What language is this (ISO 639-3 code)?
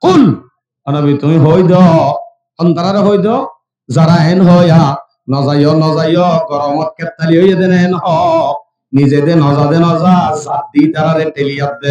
rhg